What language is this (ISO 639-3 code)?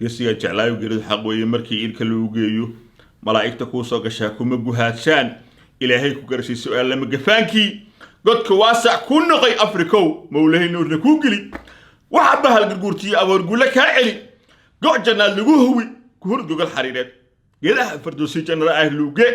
som